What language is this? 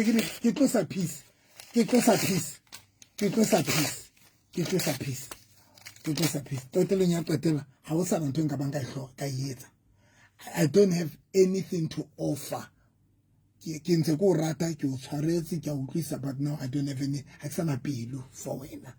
Southern Sotho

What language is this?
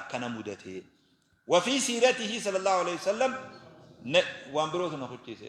Oromo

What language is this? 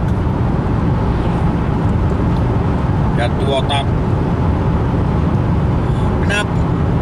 Finnish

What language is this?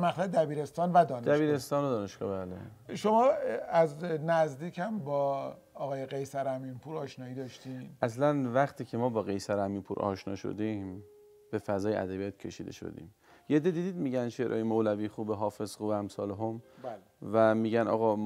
Persian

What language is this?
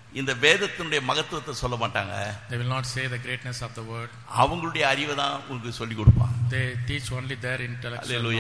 Tamil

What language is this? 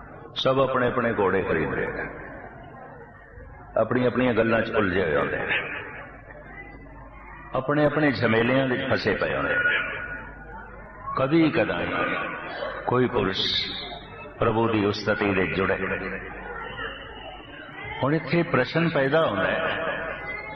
Punjabi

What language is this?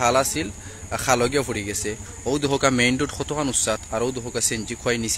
Sylheti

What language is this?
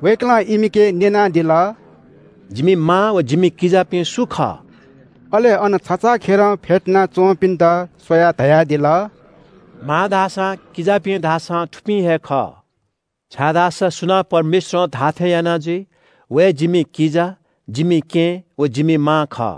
Newari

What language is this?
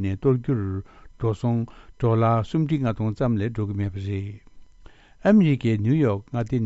Tibetan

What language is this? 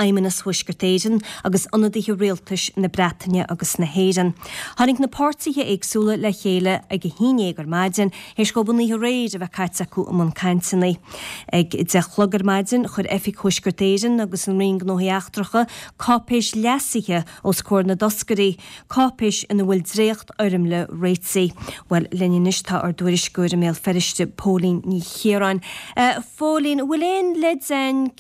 Irish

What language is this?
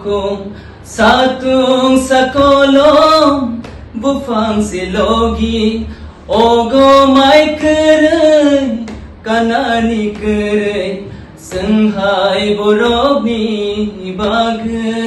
Kok Borok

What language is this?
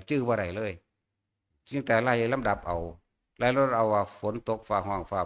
Northeastern Thai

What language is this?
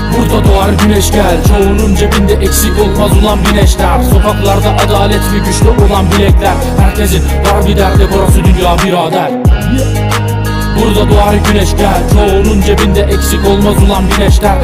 Turkish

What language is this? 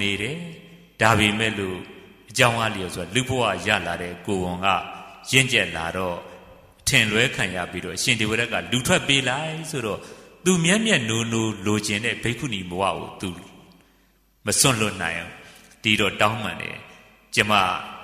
Burmese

